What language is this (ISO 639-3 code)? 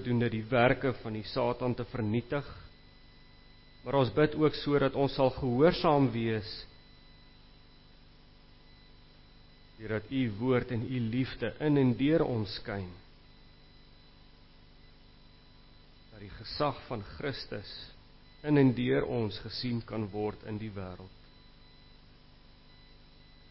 afr